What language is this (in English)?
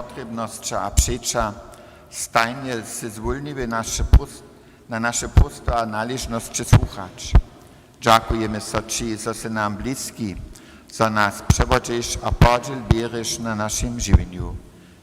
Upper Sorbian